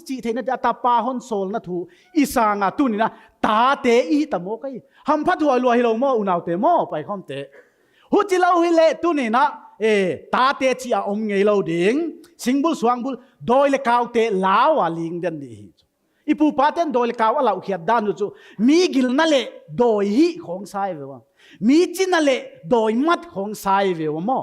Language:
Paite Chin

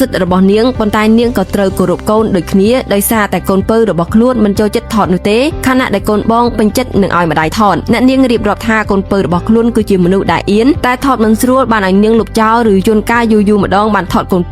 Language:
Khmer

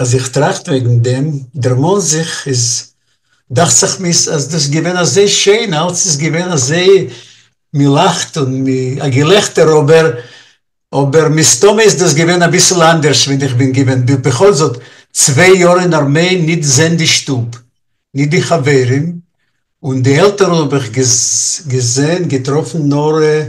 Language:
Yiddish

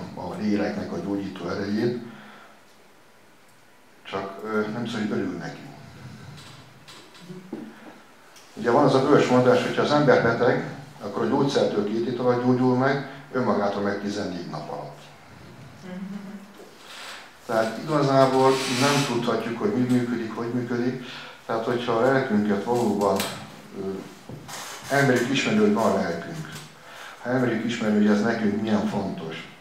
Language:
Hungarian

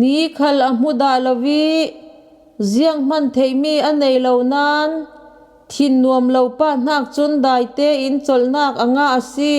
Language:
Falam Chin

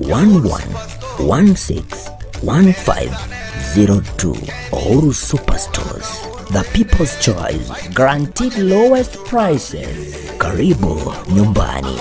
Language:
Gusii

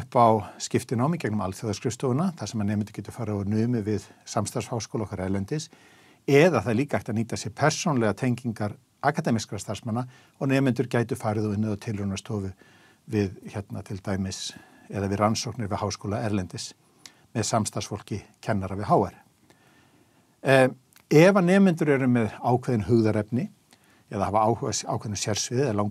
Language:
Icelandic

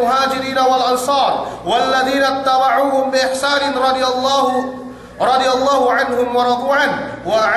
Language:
Yakan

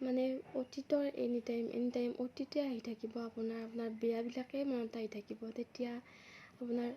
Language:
Assamese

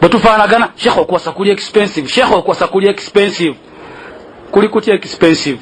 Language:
Ganda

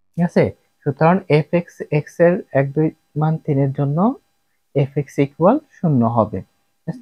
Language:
Bangla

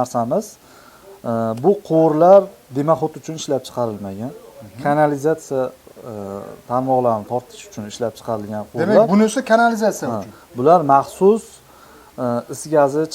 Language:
Uzbek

